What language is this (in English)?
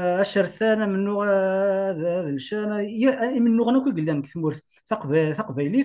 Kabyle